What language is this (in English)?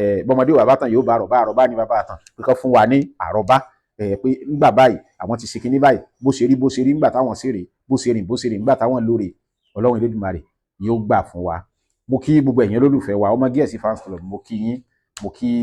Yoruba